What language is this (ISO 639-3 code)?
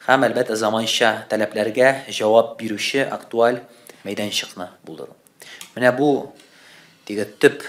tat